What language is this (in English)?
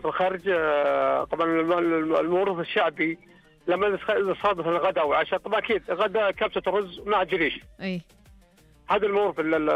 Najdi Arabic